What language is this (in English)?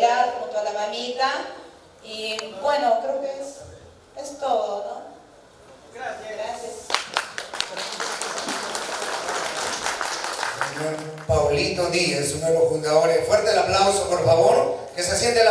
Spanish